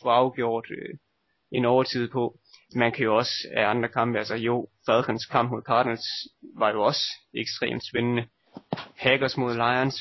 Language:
Danish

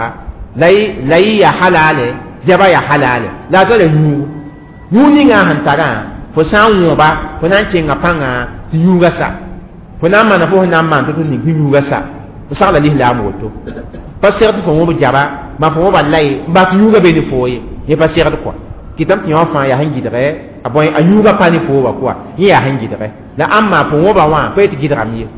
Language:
Mossi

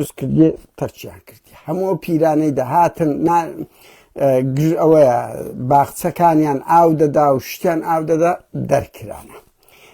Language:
Central Kurdish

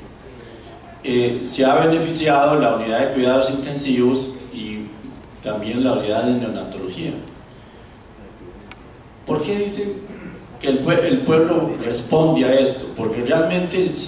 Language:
Spanish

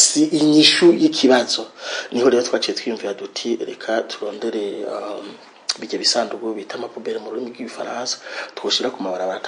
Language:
Rundi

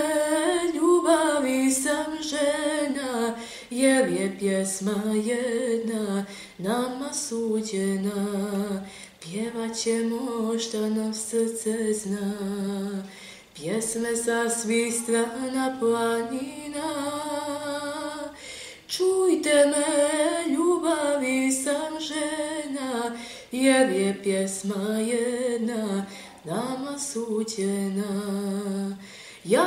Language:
Serbian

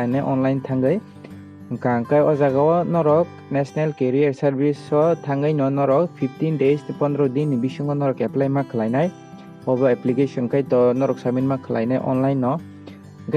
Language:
Kok Borok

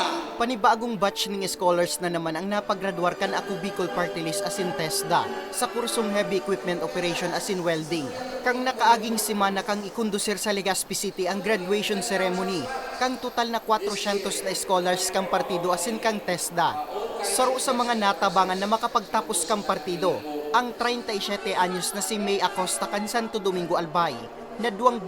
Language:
Bikol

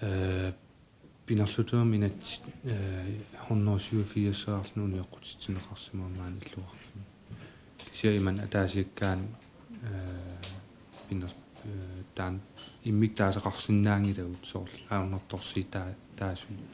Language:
Kalaallisut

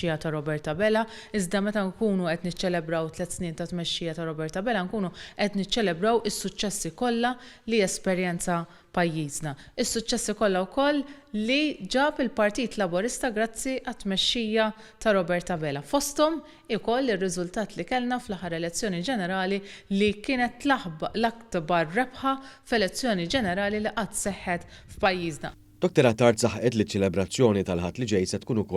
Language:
Maltese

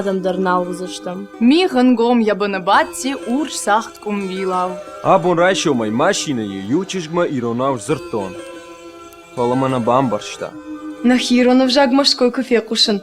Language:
Ossetic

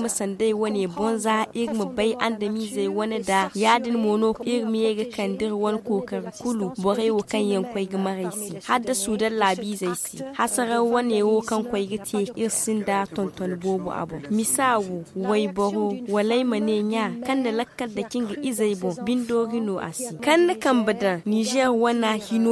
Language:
Zarma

